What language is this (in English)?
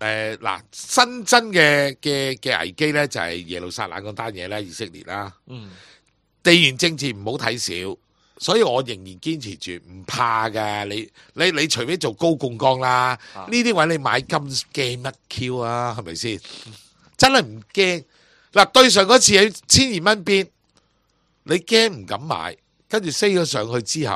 Cantonese